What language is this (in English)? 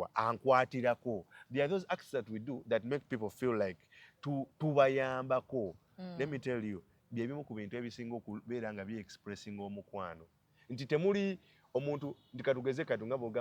Ganda